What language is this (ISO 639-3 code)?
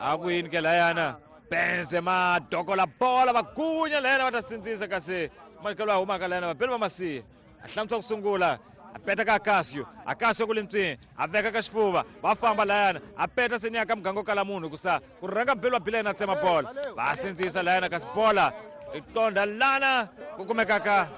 tso